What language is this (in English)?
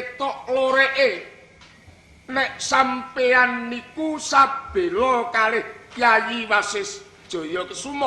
Javanese